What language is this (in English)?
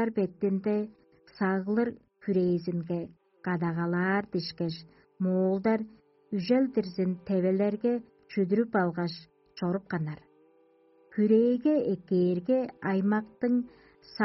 Tuvinian